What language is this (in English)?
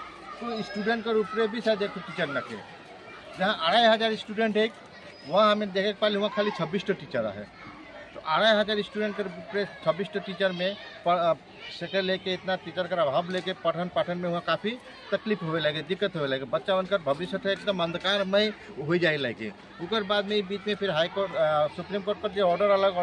Sadri